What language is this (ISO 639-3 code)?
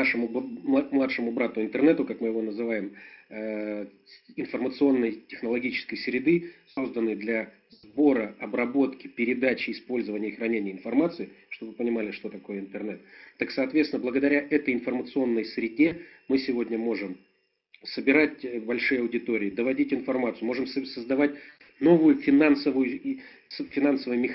rus